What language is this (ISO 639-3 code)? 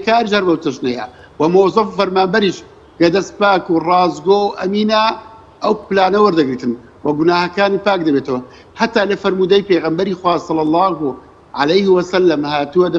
ckb